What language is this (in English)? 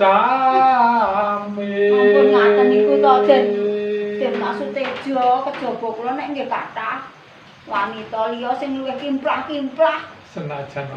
Javanese